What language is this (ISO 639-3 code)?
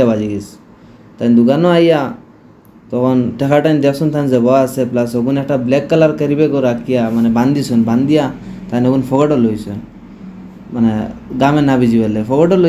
syl